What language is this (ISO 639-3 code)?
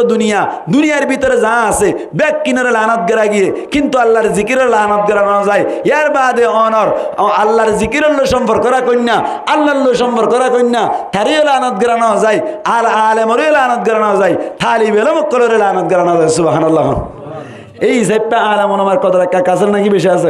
rhg